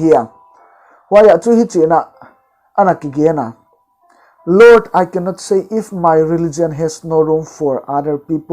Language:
Paite Chin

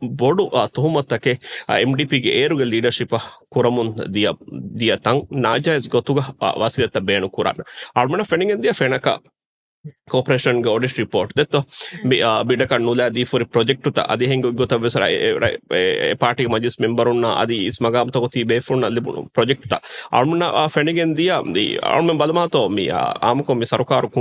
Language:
Divehi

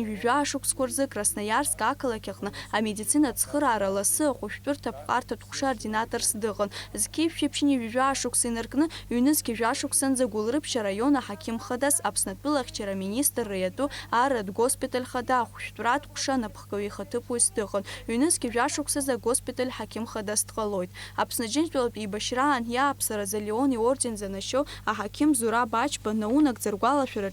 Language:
Abkhazian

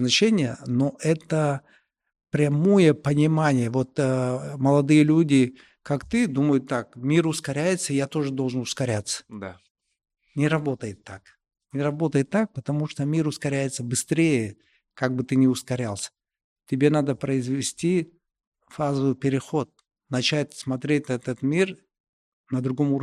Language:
Russian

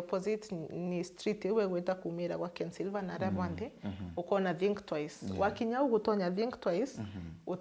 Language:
Meru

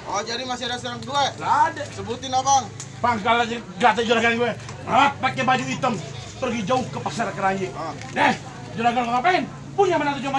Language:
Betawi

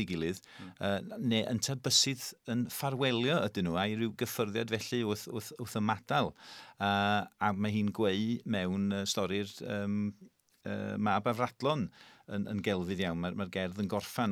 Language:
Welsh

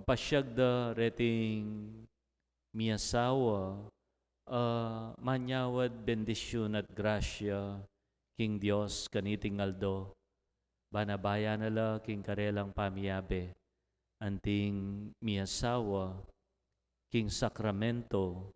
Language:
Pampanga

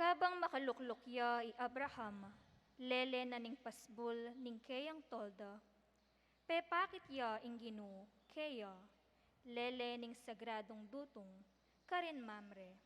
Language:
Pampanga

